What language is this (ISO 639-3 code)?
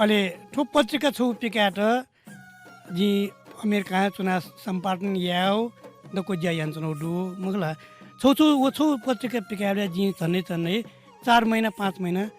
new